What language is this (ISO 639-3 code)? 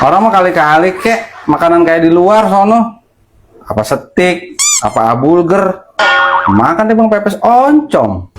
bew